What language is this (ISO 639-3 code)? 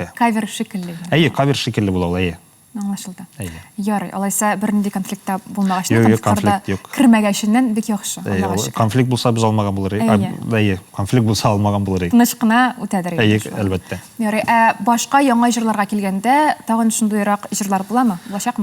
tat